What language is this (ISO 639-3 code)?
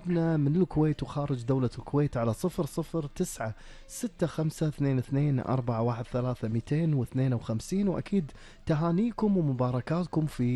afb